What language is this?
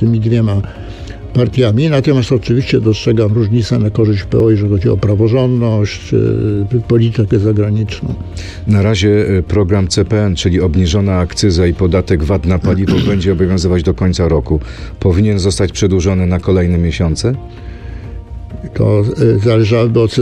Polish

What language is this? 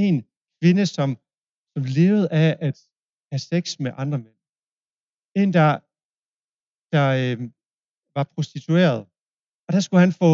Danish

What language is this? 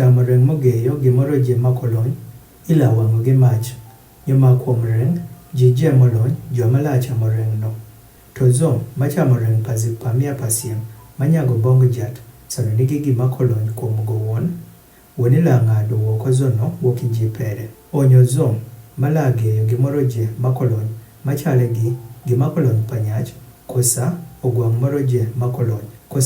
Adhola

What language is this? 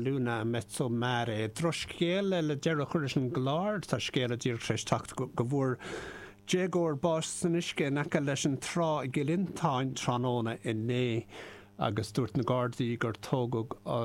Irish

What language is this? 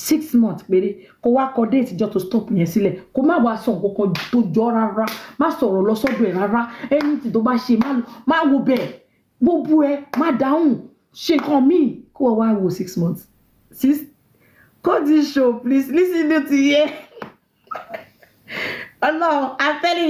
Yoruba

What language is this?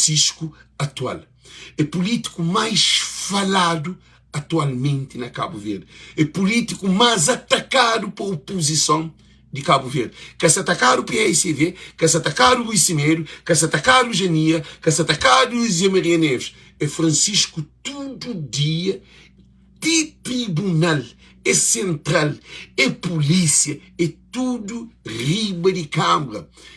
Kabuverdianu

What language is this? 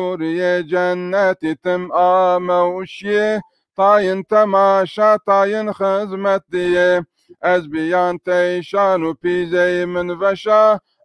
Zaza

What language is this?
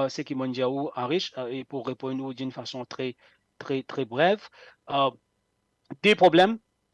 Morisyen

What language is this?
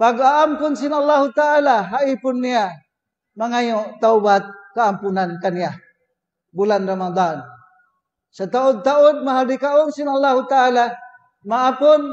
Tausug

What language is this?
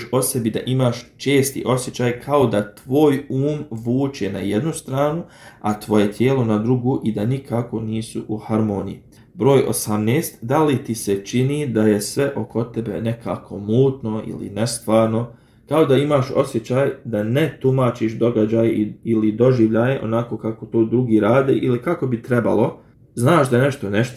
Bosnian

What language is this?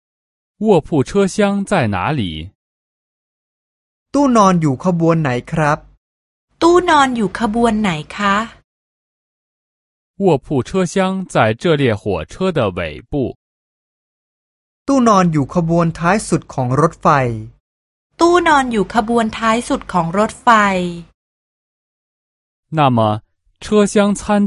Thai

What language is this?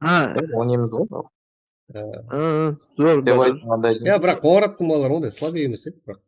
Kara-Kalpak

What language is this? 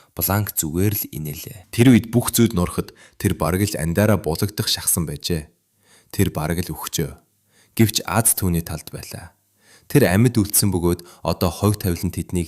Mongolian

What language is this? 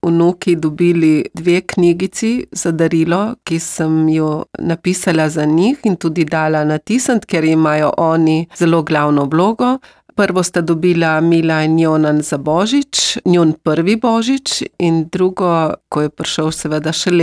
Slovenian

